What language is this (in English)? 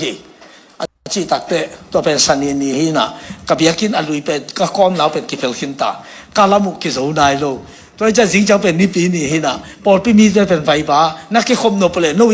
Tedim Chin